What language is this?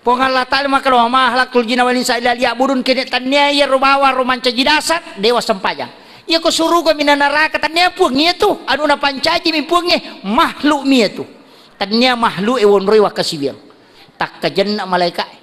Buginese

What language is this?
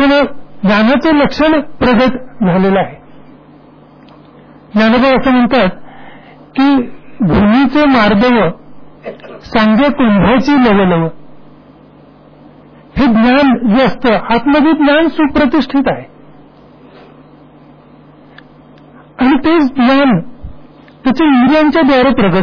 Marathi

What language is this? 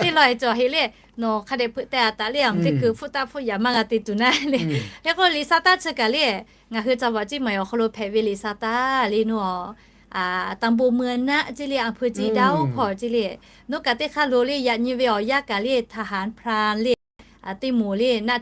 Lahu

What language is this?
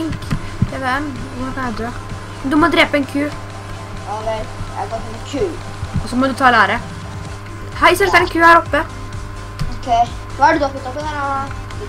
Norwegian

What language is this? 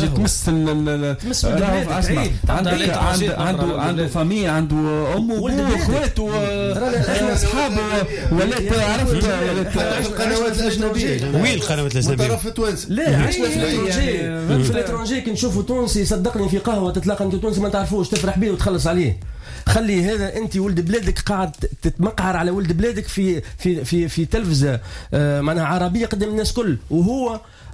Tunisian Arabic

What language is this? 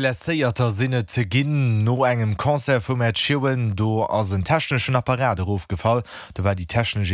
Luxembourgish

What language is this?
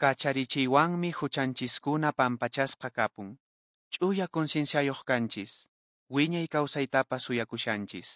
Quechua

